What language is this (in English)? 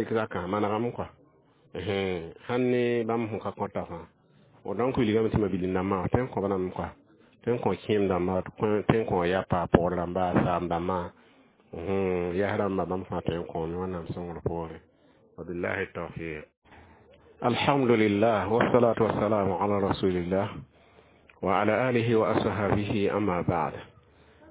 Mossi